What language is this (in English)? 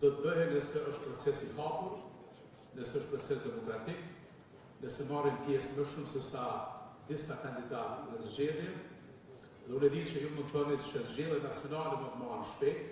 Albanian